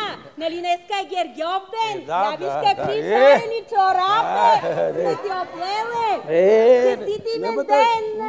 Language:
Bulgarian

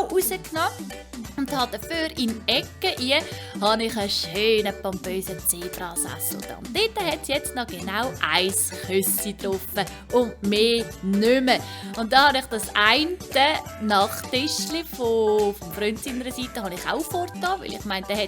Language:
Swiss German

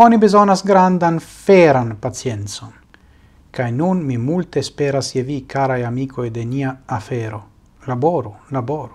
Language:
Esperanto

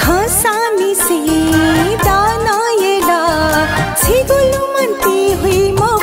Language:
Newari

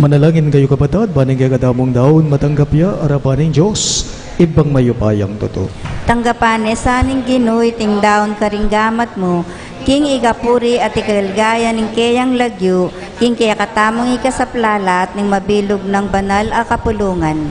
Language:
Pampanga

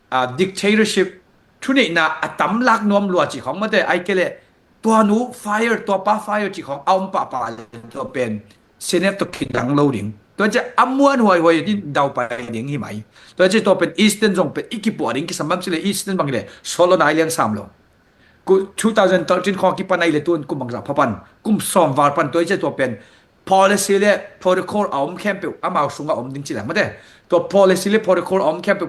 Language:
Tedim Chin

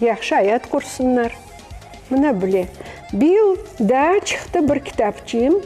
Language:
Crimean Tatar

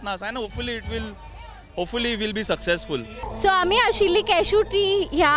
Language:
Konkani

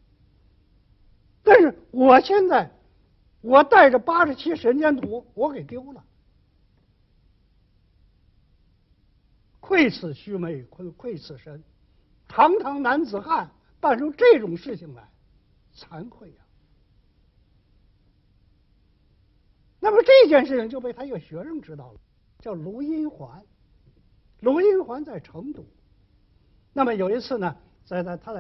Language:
Chinese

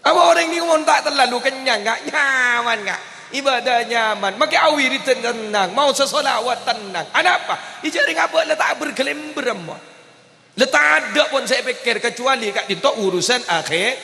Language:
Madurese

